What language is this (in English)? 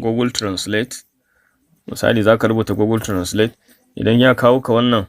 Hausa